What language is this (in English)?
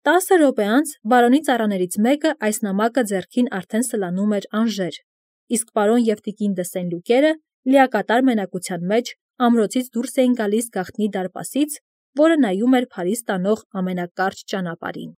Armenian